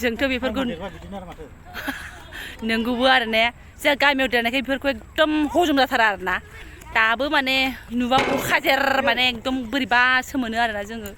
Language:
Bodo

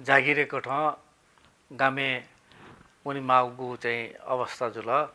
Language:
Newari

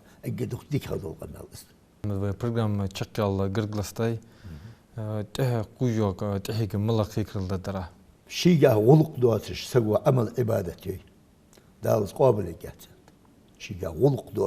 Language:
Ingush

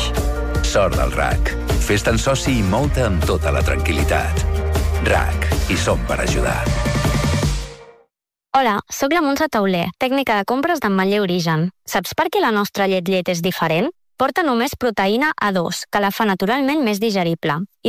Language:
Catalan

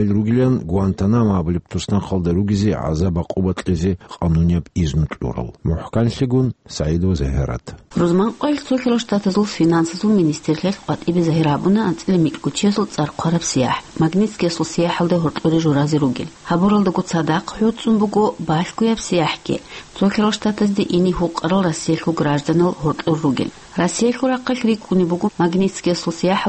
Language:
Avaric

